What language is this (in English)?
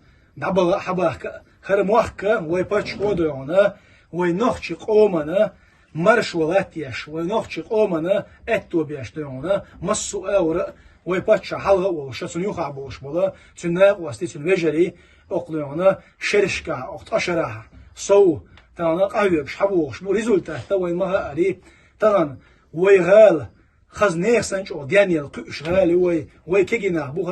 Chechen